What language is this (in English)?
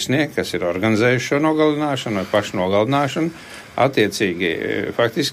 Latvian